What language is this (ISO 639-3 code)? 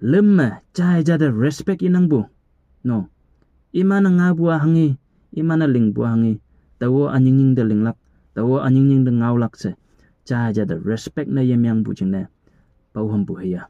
nbe